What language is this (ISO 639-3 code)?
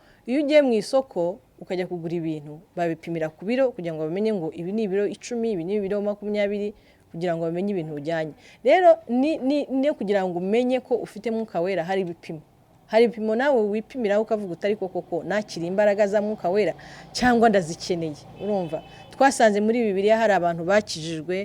kin